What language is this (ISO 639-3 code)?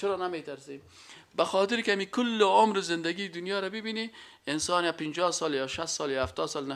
fas